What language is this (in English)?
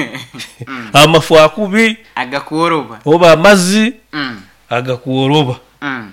Nyoro